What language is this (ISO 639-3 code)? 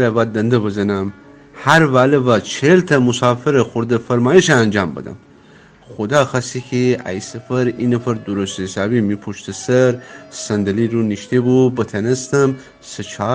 glk